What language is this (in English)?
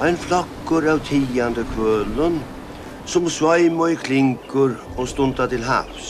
Faroese